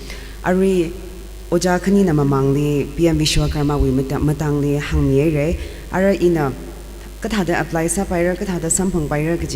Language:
Tangkhul Naga (India)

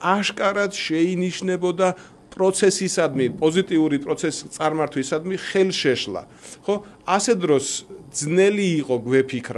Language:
Georgian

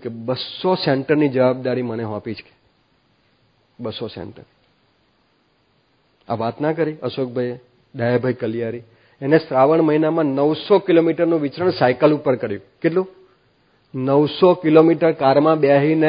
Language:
Gujarati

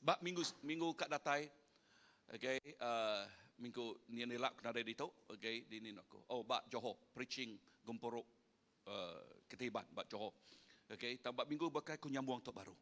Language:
Iban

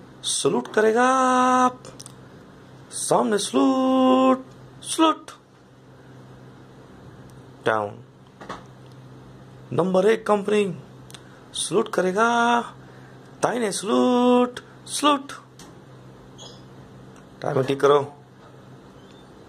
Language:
Hindi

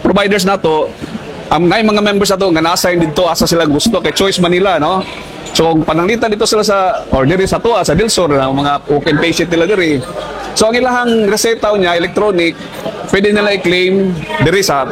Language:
Cebuano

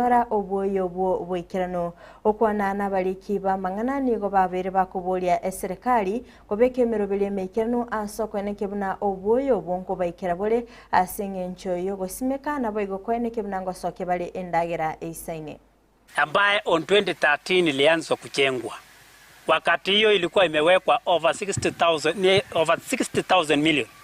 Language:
Gusii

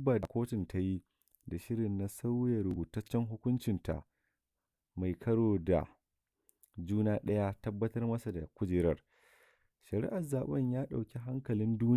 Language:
Hausa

